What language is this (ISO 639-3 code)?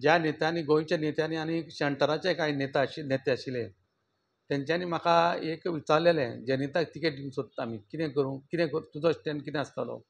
kok